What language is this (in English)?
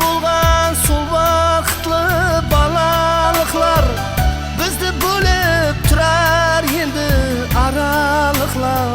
Kara-Kalpak